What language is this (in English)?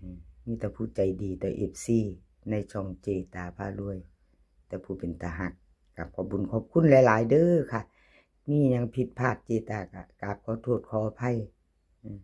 Northeastern Thai